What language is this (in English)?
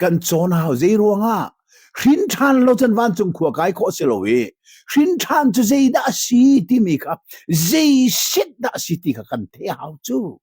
Hakha Chin